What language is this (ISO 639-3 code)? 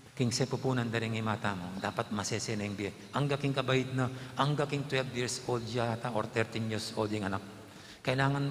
pam